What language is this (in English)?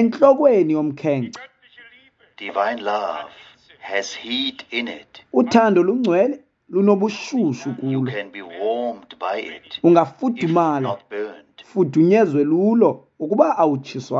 Xhosa